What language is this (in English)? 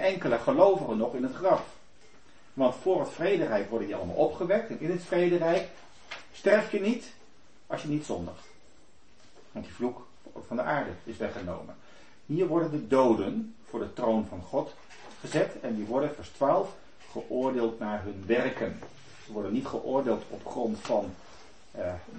Dutch